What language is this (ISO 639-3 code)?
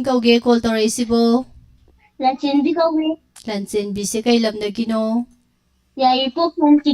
mni